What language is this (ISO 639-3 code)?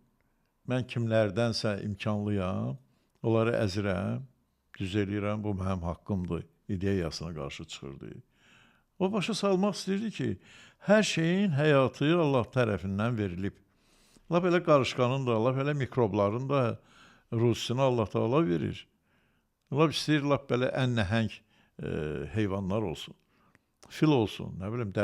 aze